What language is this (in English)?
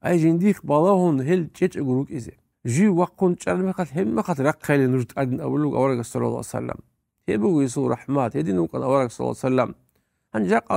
Avaric